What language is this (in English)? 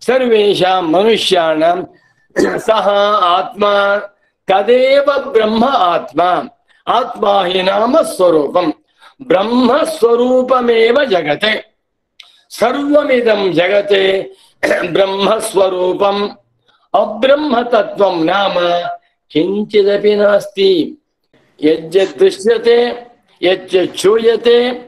Sanskrit